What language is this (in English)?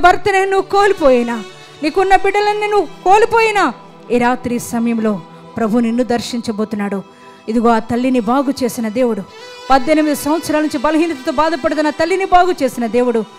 Telugu